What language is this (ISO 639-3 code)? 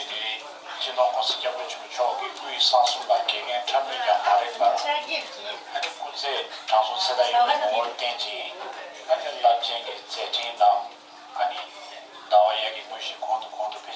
bod